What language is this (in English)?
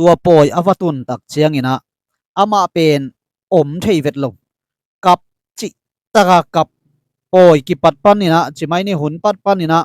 Tedim Chin